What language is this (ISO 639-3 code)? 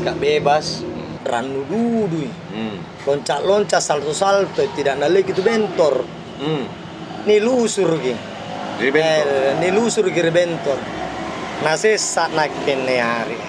mfp